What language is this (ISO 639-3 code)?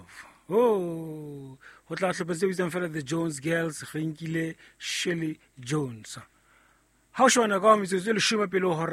sot